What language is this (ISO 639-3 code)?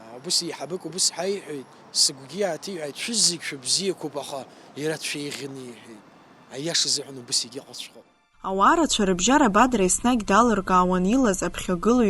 abk